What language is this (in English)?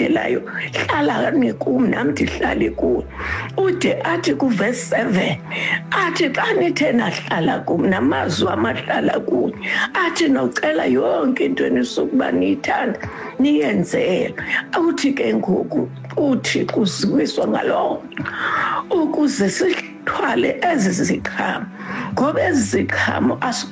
Xhosa